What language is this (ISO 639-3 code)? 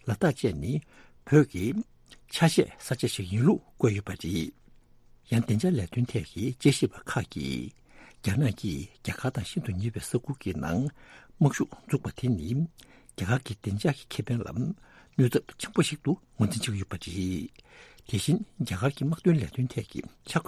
bod